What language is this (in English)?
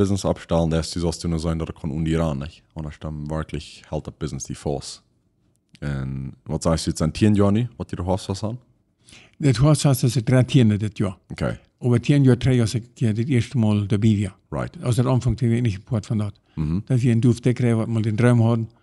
Plautdietsch